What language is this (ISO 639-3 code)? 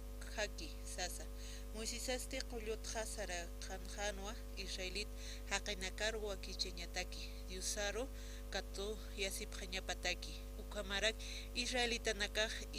aym